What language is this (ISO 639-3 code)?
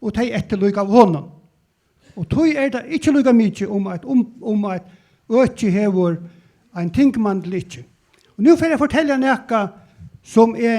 fao